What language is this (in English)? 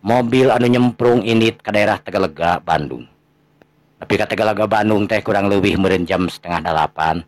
Sundanese